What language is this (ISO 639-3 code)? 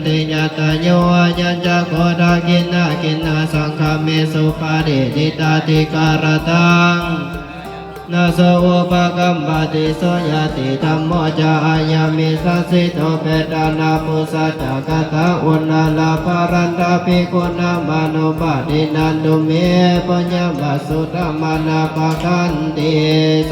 pli